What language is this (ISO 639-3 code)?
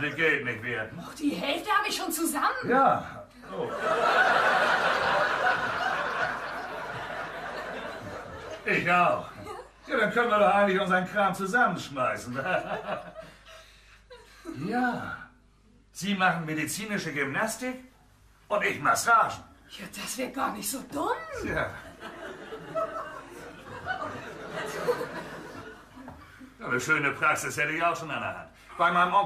deu